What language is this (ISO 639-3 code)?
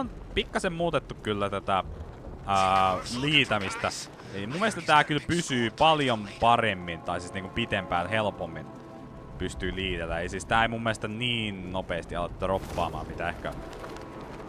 fin